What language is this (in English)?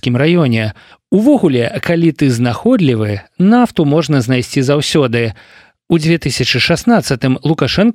Belarusian